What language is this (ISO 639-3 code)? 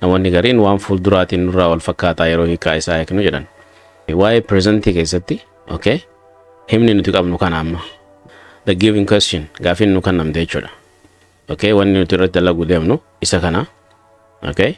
orm